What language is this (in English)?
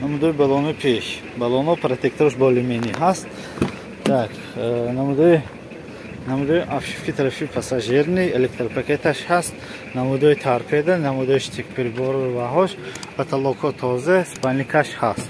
Tajik